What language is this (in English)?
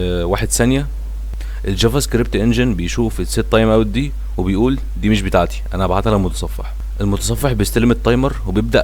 Egyptian Arabic